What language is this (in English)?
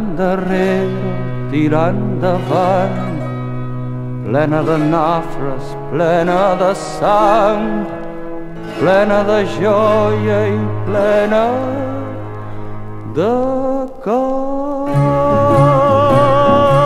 Catalan